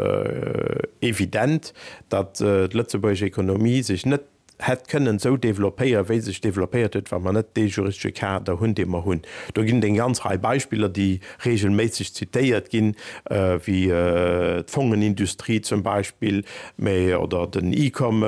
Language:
Luxembourgish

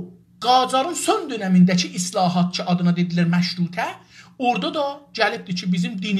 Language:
South Azerbaijani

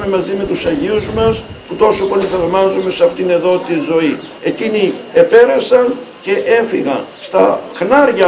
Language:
Greek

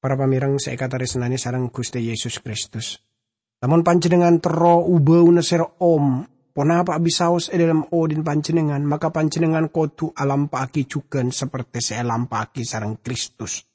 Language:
Madurese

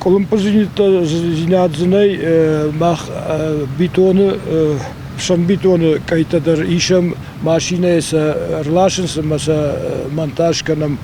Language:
Ossetic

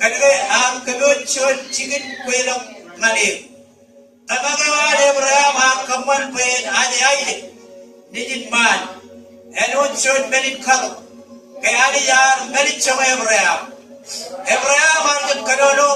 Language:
Marshallese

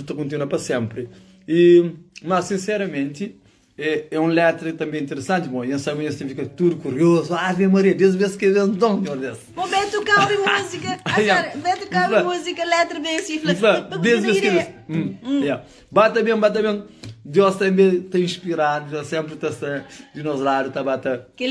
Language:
Kabuverdianu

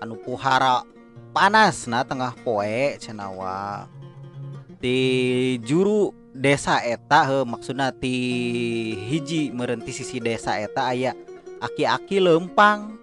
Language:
Sundanese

